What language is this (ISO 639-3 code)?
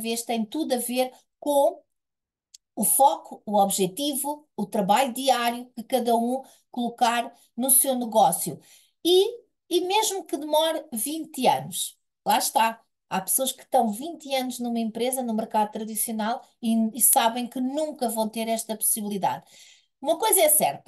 por